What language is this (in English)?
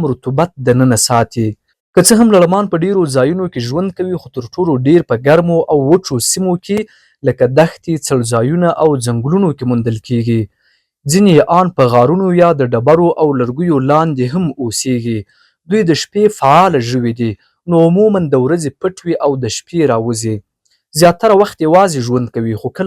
Pashto